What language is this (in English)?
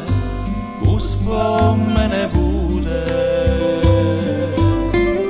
Croatian